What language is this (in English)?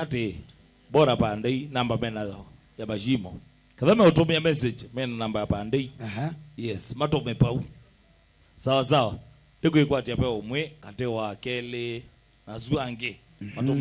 Kamba